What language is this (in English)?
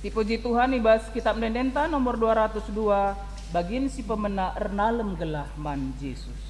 Batak Karo